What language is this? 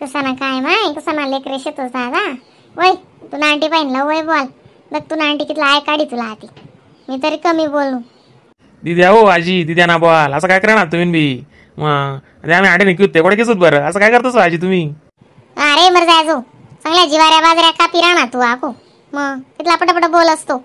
Khandesi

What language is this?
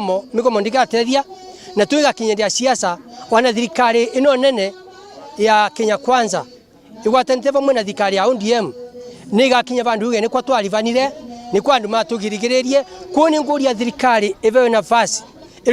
Meru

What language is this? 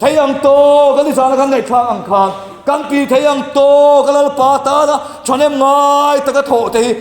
Mizo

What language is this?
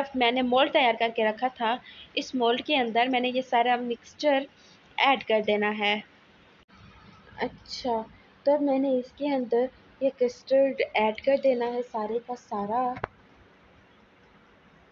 Hindi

